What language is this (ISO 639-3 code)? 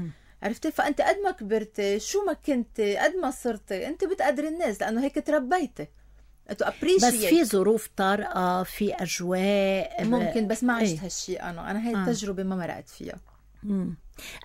apc